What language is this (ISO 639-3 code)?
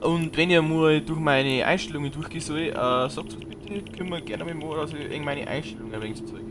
bar